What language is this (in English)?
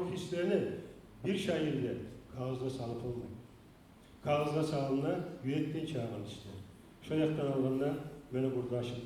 Kumyk